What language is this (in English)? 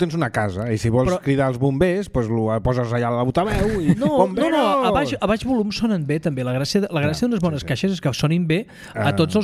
Catalan